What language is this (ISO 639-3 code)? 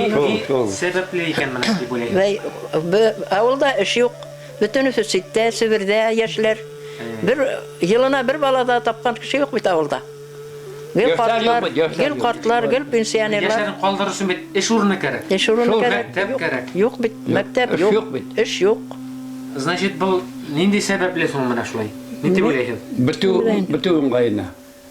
bak